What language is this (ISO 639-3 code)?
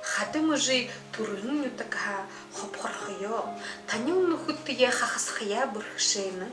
bua